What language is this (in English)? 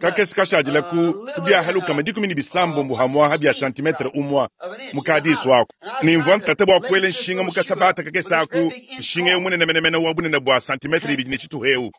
Luba-Lulua